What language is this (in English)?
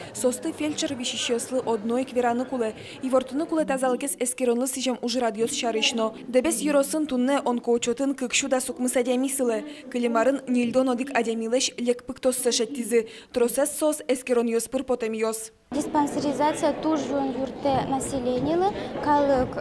Udmurt